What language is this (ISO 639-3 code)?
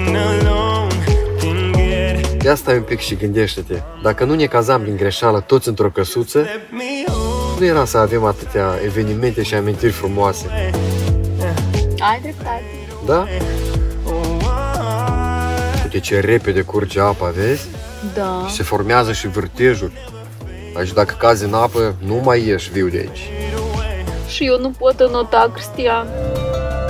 ron